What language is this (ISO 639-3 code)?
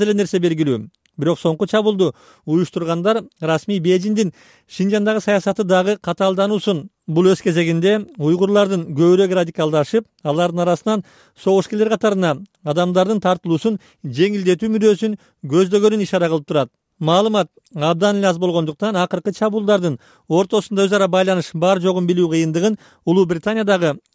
kir